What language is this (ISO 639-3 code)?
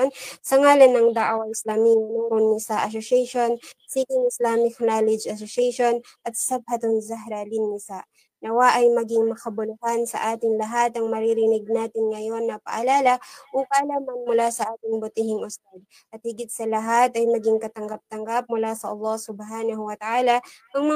mrw